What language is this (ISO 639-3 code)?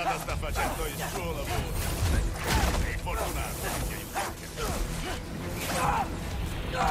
ita